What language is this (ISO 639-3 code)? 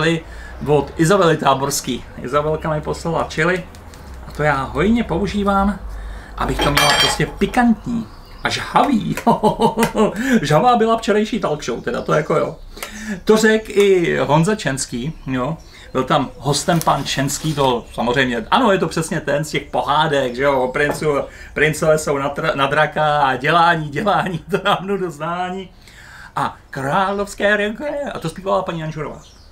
ces